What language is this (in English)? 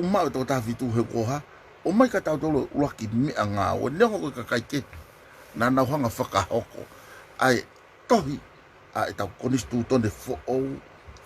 Tongan